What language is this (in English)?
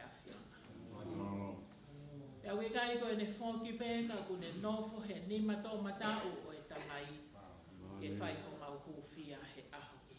Tongan